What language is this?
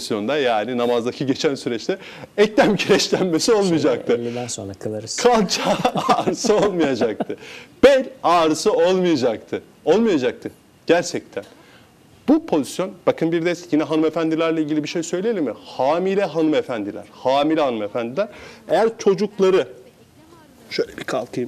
Turkish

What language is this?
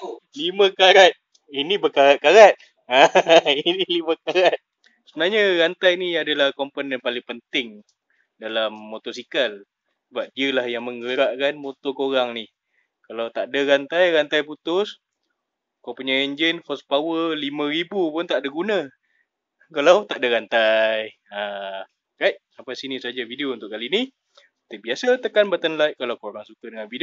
Malay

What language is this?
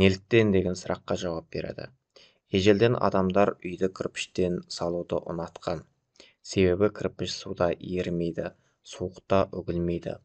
Kazakh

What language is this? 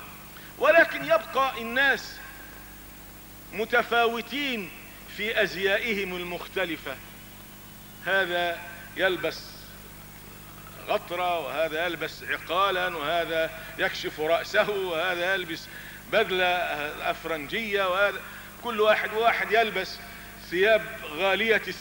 Arabic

